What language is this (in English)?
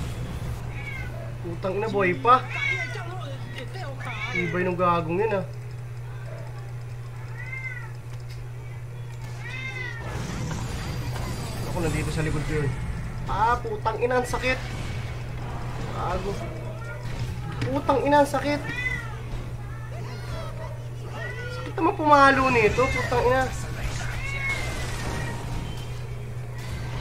Filipino